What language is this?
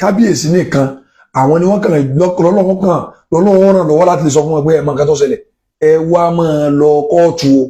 Yoruba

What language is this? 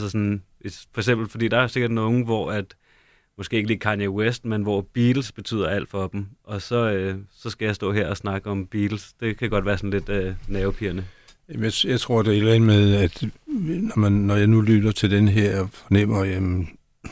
Danish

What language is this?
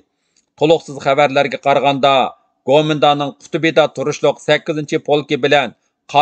Uyghur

